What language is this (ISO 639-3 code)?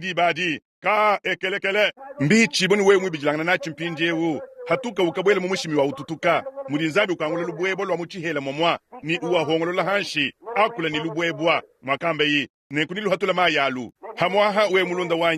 lua